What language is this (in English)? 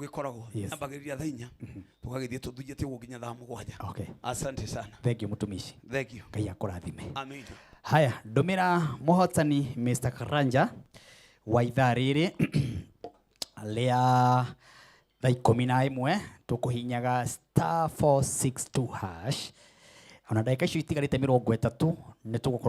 Kikuyu